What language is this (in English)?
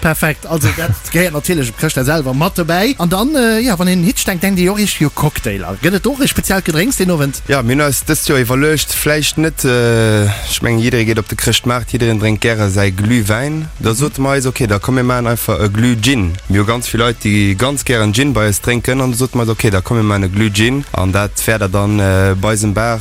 Luxembourgish